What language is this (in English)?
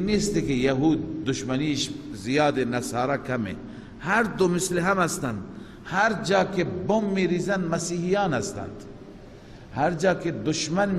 Persian